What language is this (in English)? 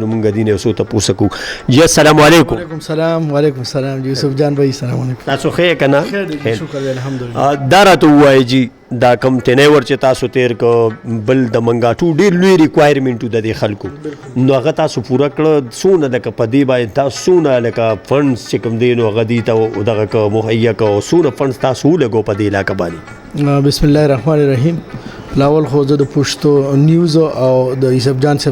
Pashto